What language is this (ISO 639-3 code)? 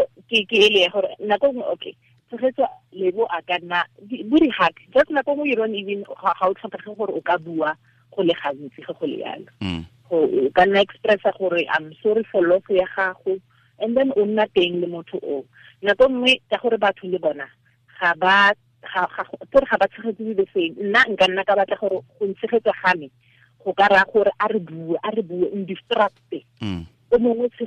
tsn